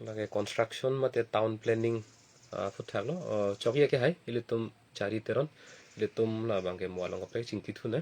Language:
Karbi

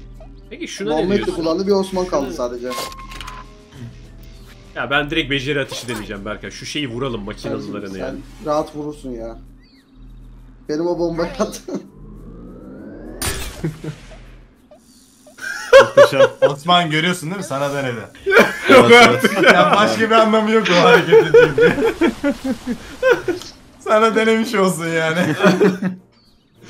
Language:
Turkish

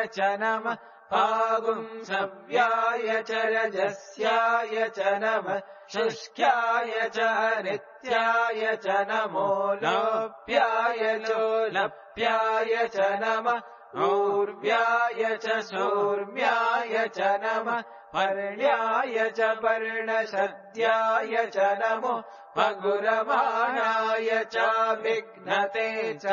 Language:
Sanskrit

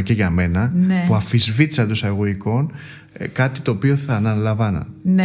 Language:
Greek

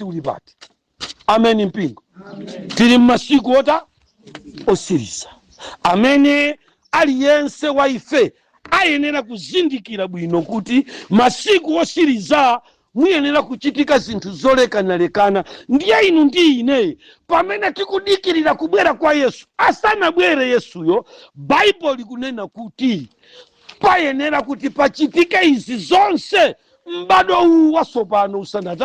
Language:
Nyanja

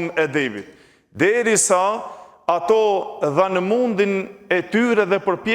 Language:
Albanian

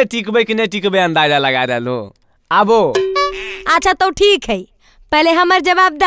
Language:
Magahi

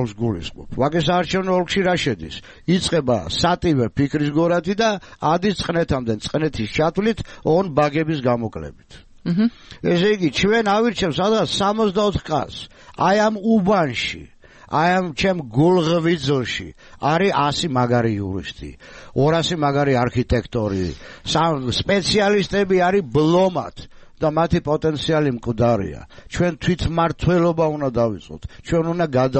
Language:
Georgian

